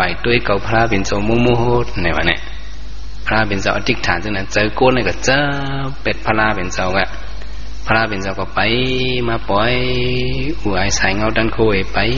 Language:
Shan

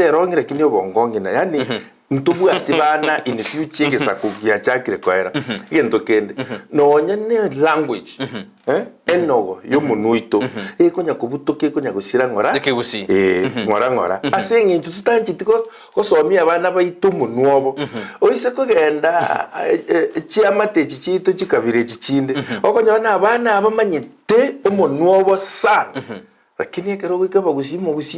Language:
Gusii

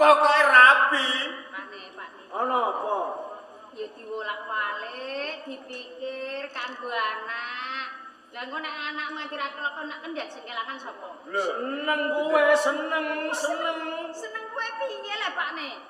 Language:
Javanese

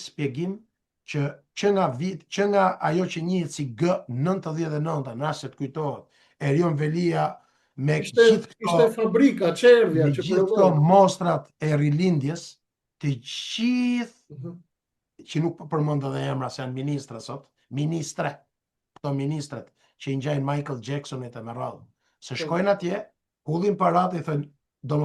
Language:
Albanian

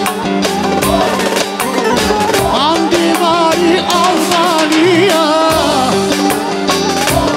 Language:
Turkish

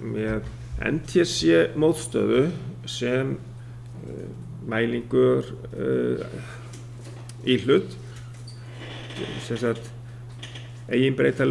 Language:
Icelandic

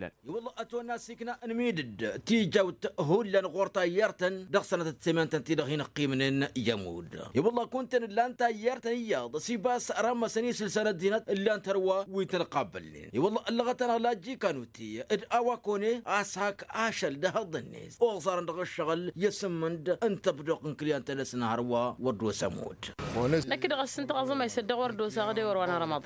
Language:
Tamasheq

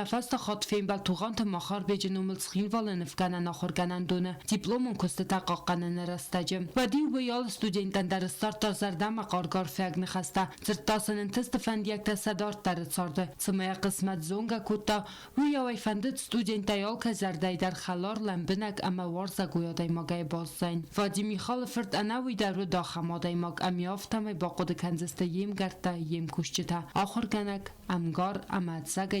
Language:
Ossetic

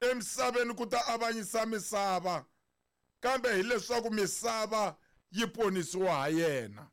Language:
Tsonga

